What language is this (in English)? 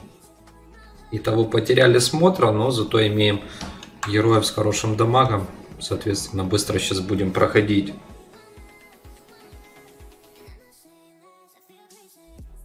Russian